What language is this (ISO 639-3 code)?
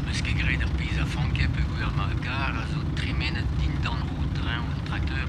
bre